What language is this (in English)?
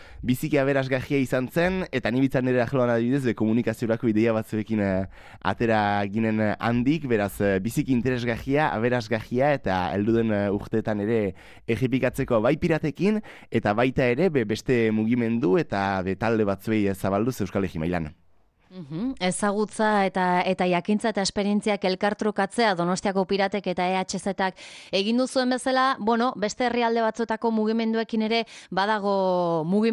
Basque